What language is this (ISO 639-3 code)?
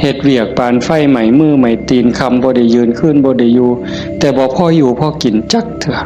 tts